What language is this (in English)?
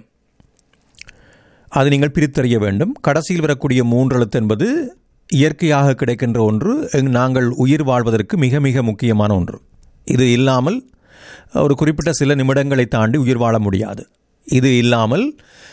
Tamil